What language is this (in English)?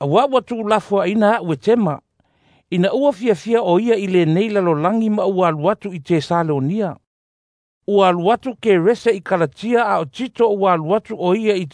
Samoan